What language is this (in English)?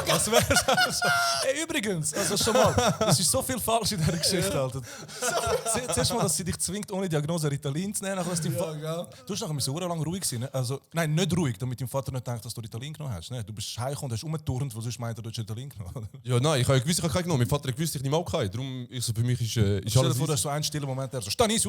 Swiss German